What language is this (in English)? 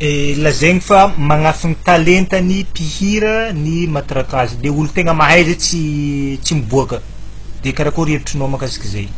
Malagasy